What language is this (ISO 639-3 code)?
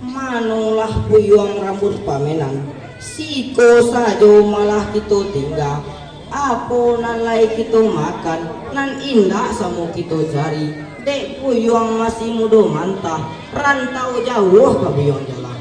min